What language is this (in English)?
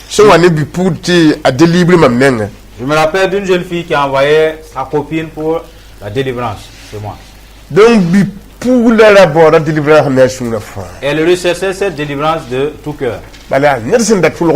Mossi